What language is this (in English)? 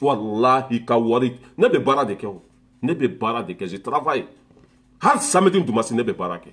Bambara